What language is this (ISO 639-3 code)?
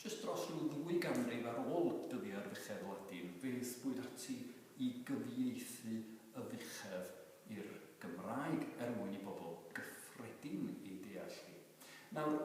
cym